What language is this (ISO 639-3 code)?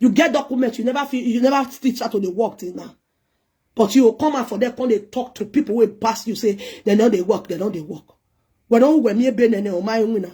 pcm